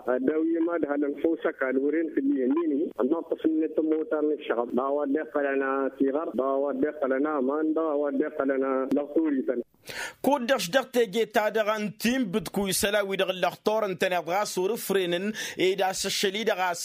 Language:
Tamasheq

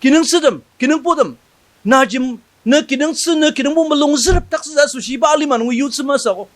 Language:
Ao Naga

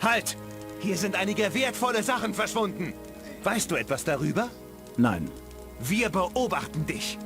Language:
Bavarian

